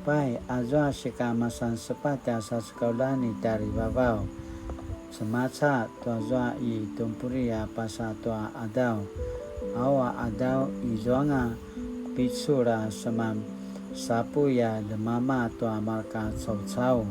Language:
Paiwan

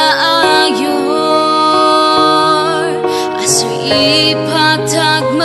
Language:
Ao Naga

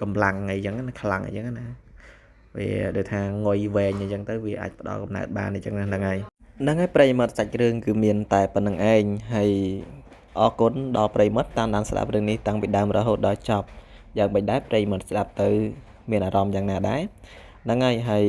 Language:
Khmer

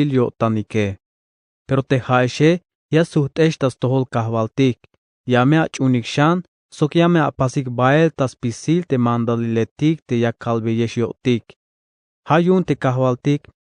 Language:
Tzeltal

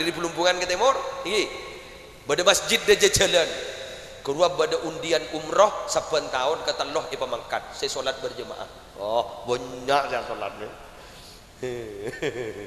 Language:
Madurese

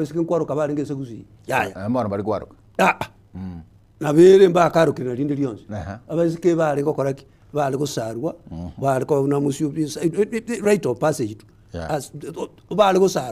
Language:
Gusii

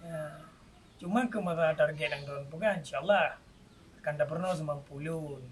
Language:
Achinese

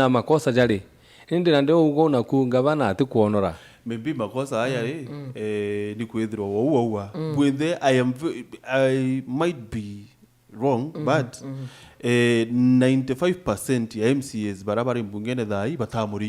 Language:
Meru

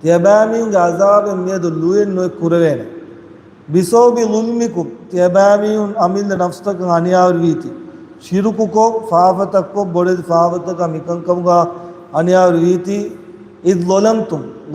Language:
Divehi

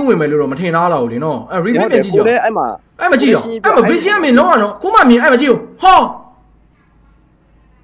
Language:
Burmese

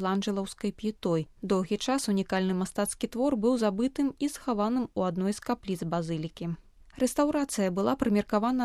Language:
Belarusian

